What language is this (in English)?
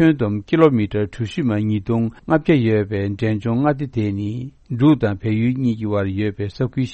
Korean